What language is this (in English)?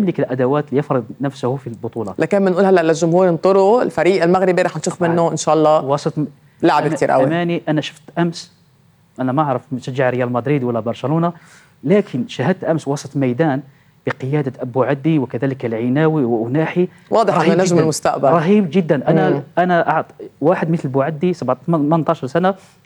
North Levantine Arabic